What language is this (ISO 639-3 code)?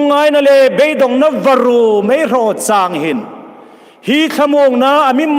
hmr